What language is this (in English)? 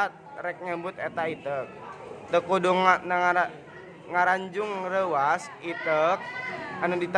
Sundanese